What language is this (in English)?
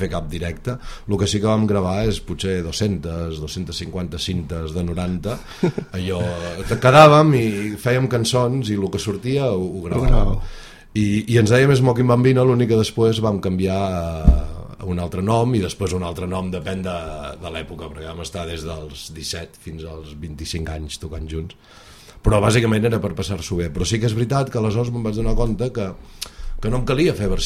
Catalan